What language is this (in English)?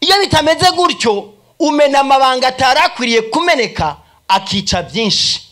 Rundi